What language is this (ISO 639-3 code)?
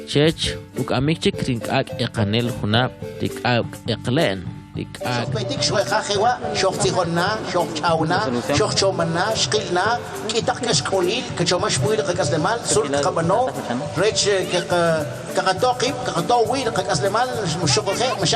quc